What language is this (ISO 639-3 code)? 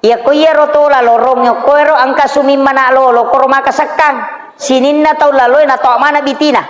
bug